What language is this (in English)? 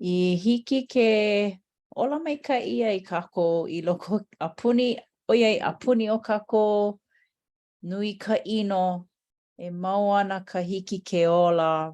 Hawaiian